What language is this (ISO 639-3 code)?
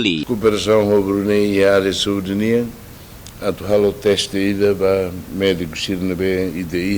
tet